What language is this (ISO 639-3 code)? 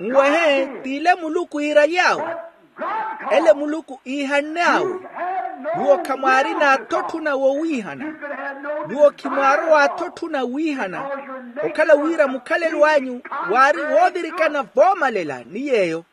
vmw